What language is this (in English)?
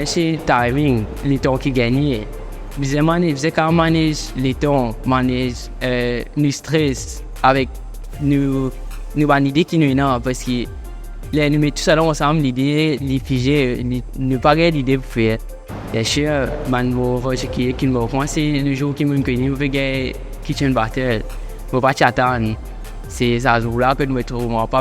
Morisyen